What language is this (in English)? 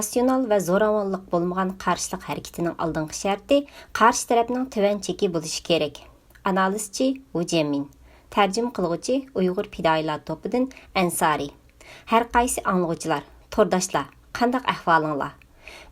Uyghur